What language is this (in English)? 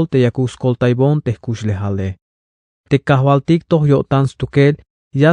Tzeltal